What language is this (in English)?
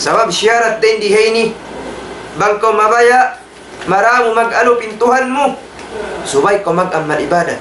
Tausug